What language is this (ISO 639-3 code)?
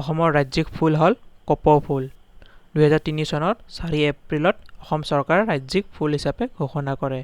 asm